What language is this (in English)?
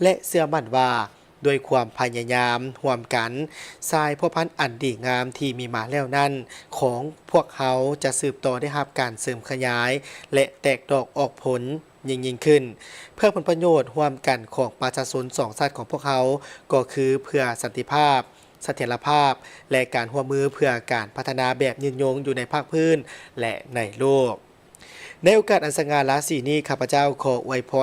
Lao